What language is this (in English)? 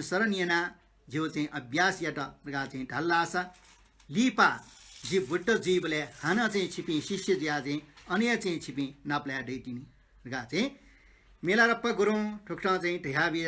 Newari